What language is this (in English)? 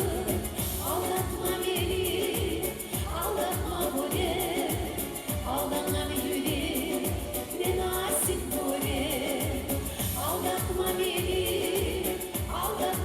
Kumyk